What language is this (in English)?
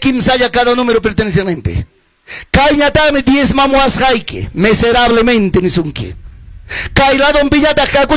Ayacucho Quechua